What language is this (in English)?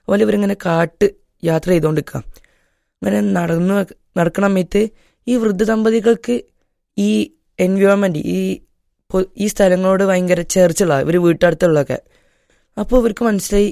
Malayalam